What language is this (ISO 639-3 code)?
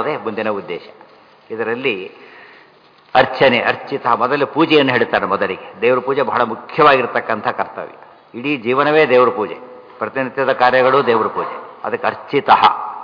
kan